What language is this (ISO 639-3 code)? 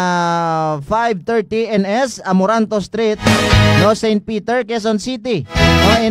hil